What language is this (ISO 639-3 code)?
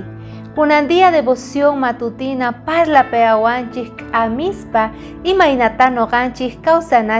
quh